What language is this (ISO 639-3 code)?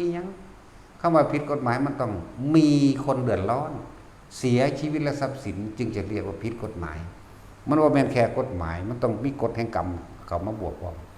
tts